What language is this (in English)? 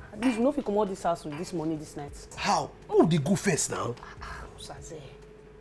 Nigerian Pidgin